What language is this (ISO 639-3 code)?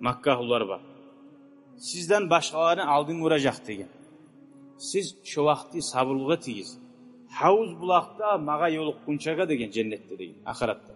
kum